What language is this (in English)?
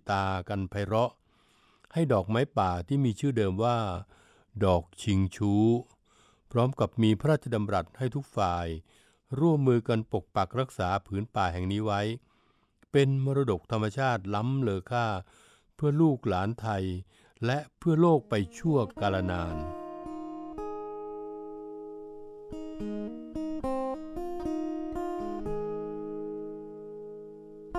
Thai